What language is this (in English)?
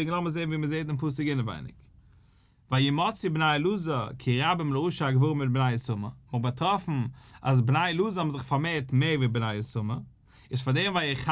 Yiddish